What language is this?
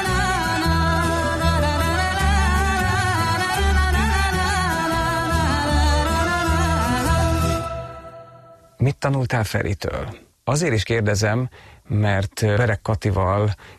Hungarian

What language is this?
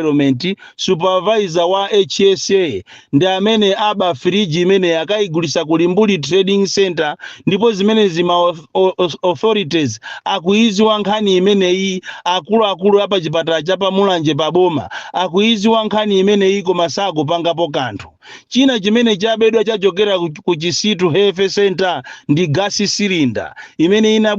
Nyanja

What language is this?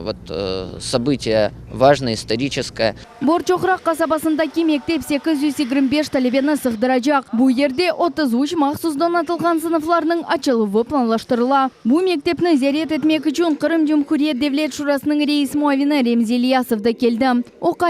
Crimean Tatar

